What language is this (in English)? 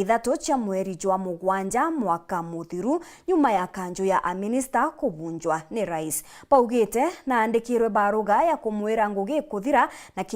Meru